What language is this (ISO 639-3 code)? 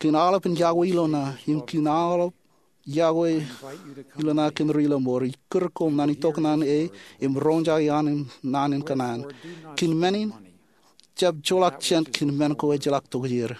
mah